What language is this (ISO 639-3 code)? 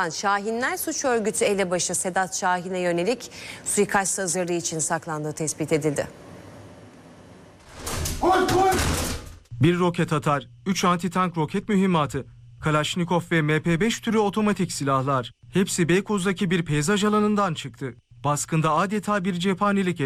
tur